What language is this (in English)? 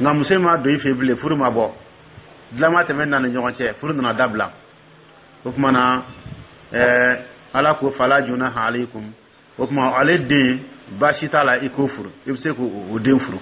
Dyula